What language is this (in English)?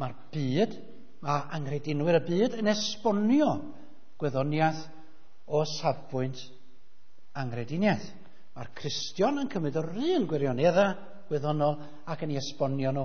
Welsh